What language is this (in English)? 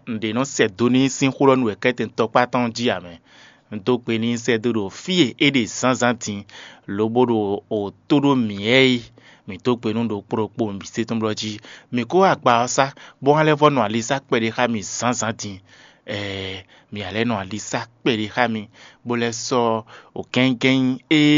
Fon